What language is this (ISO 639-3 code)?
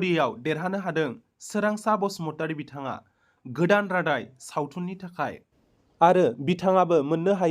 brx